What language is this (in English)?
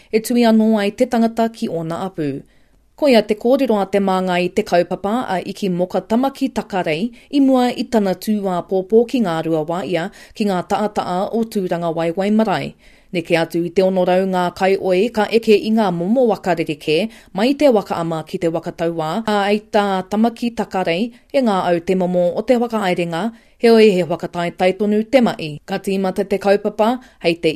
Māori